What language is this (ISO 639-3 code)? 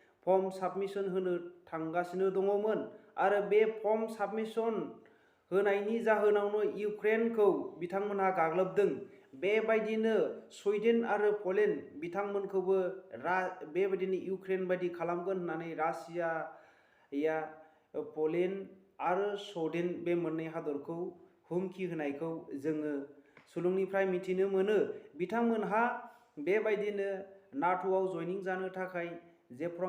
brx